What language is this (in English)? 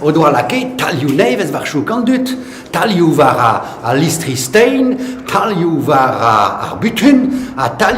Breton